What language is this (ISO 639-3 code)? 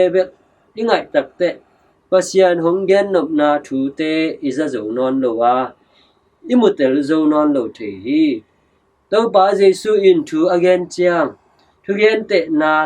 ctd